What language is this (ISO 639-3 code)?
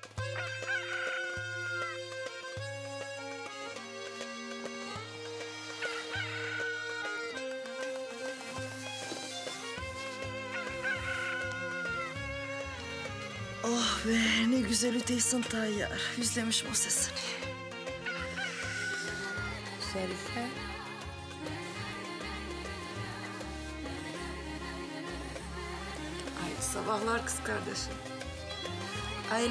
tur